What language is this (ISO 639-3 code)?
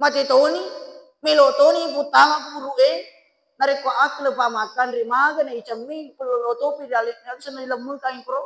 bug